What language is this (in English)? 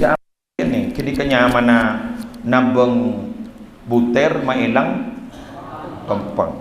Madurese